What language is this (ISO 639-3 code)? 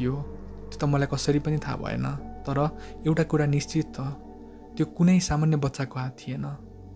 nep